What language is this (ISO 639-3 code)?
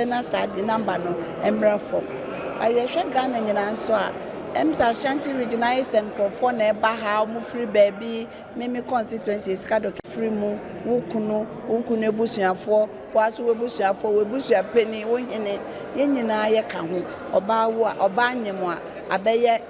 aka